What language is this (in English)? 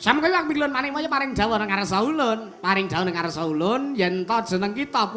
Javanese